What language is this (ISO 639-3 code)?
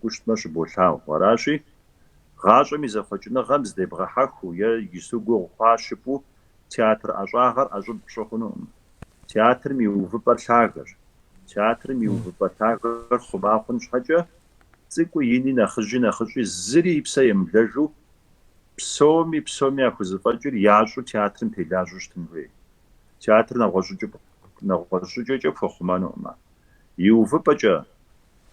kbd